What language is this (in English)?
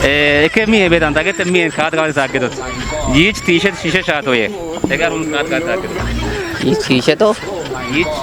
Kafa